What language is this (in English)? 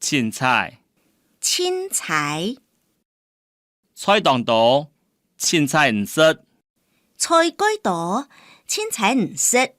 Hakka Chinese